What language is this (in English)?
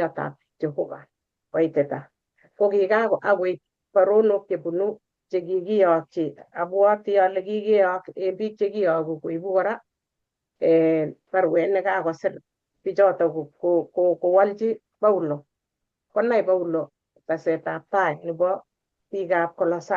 Kalenjin